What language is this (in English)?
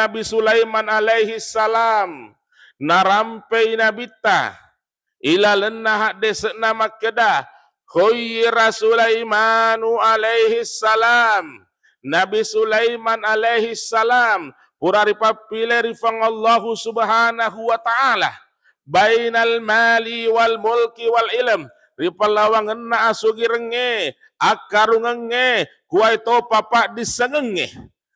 Buginese